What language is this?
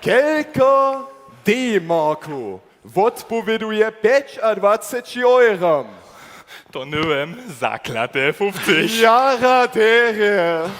Upper Sorbian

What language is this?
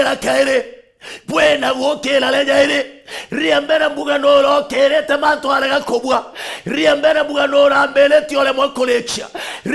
Meru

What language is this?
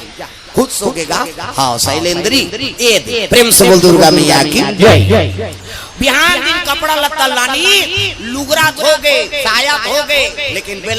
Chhattisgarhi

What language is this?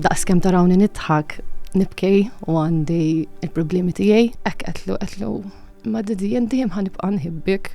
Maltese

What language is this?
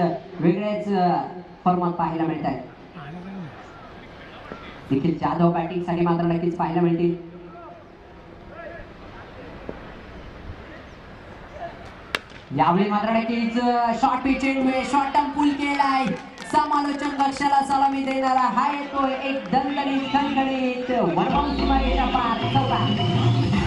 Marathi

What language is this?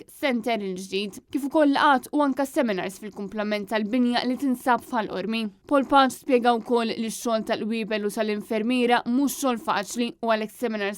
Maltese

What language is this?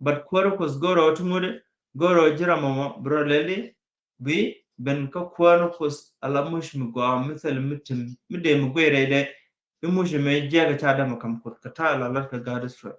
Nuer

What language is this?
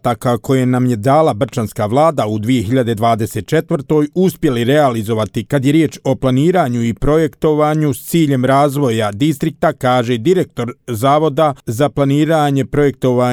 Croatian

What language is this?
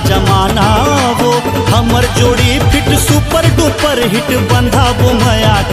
Chhattisgarhi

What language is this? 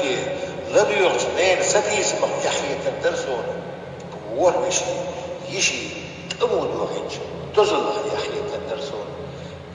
Chechen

